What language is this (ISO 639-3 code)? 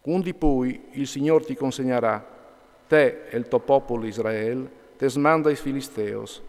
fur